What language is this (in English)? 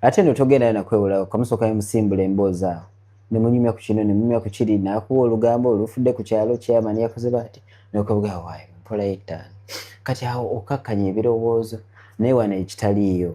Ganda